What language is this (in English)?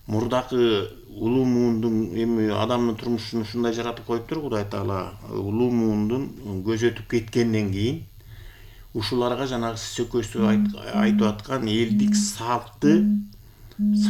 Kyrgyz